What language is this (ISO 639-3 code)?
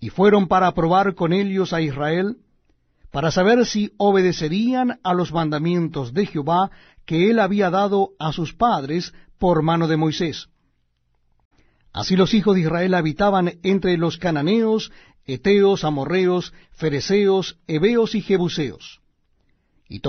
spa